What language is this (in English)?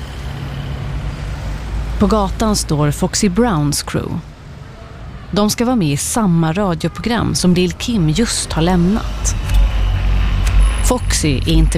Swedish